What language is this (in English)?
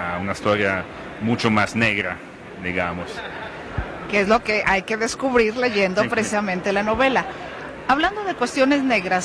Spanish